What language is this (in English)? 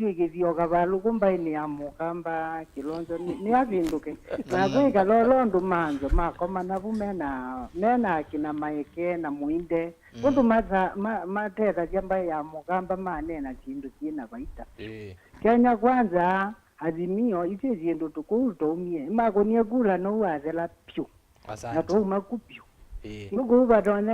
Kamba